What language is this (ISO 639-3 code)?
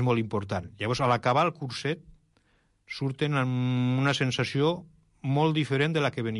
cat